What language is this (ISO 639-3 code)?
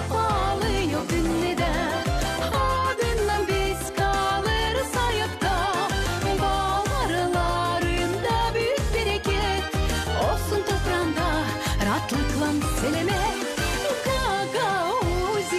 gag